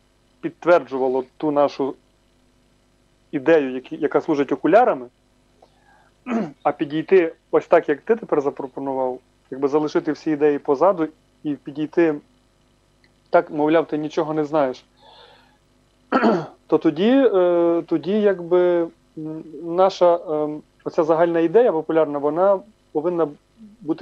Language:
Ukrainian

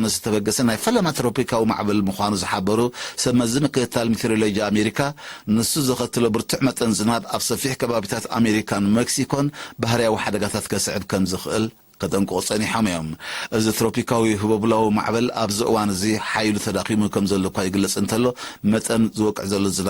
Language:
Tigrinya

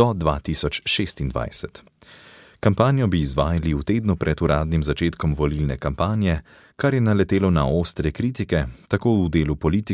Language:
Slovenian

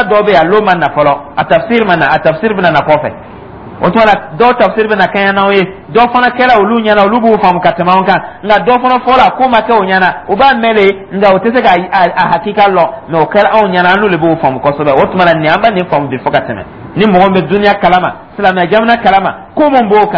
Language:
Dyula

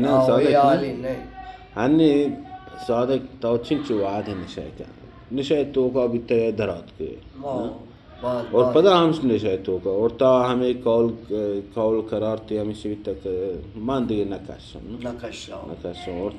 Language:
Baluchi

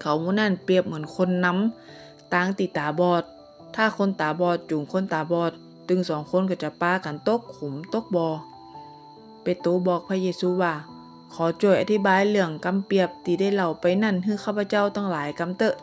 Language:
Northern Thai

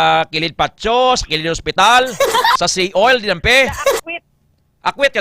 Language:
Hiligaynon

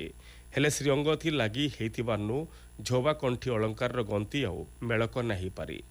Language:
Odia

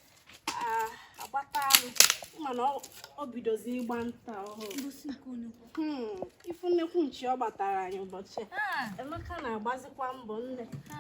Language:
Igbo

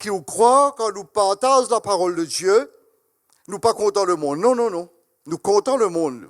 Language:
Morisyen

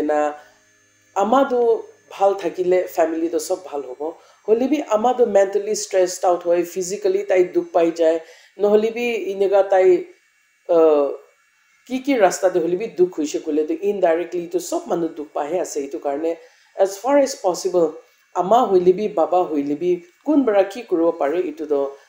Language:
Naga Pidgin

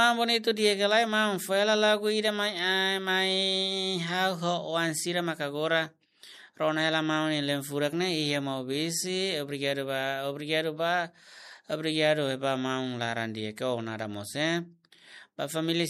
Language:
Tetum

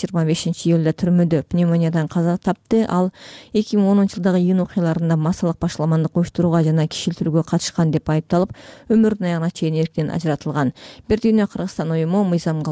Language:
Kyrgyz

